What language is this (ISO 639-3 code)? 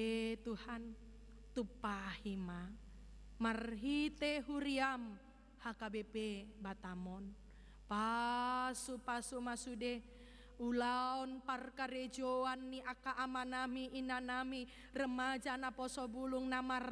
bbc